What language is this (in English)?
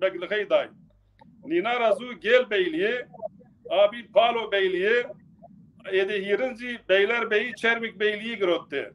Zaza